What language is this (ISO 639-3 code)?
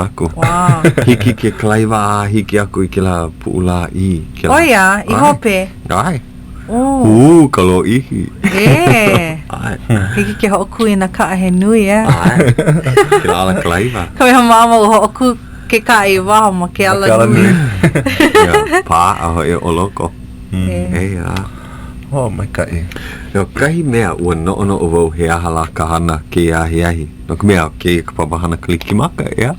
haw